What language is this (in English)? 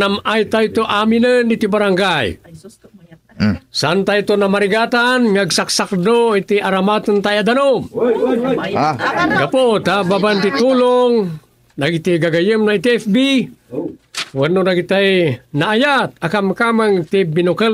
Iloko